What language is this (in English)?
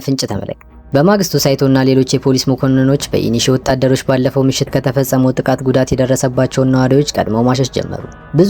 Amharic